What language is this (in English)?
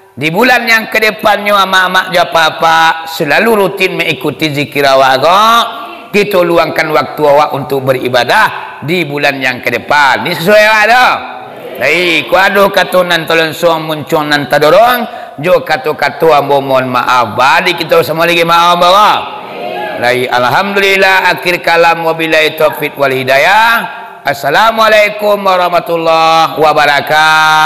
Minangkabau